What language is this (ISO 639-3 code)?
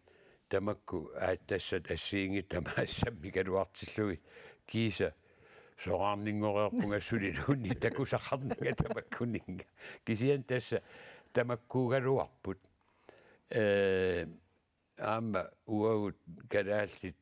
kal